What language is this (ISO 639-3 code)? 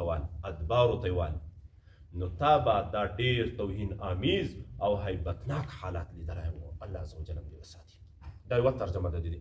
pus